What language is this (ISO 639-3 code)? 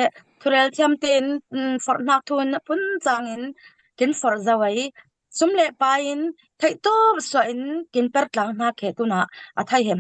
cfm